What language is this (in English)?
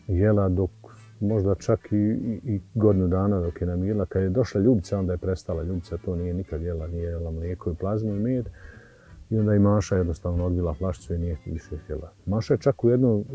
Bosnian